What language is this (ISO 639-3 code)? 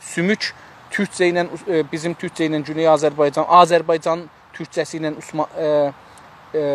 azb